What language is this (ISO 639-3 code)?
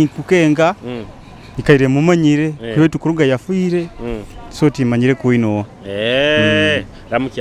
nyo